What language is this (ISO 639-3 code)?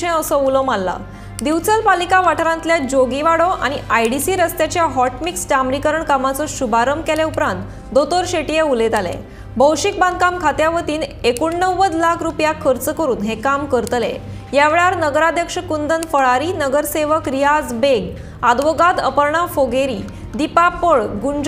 kok